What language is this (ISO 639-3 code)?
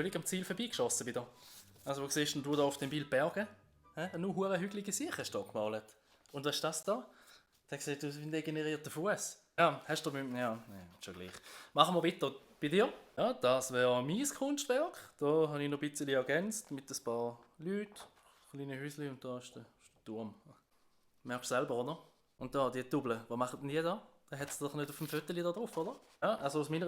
gsw